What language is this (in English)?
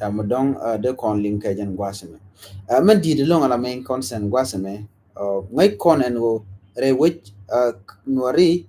Nuer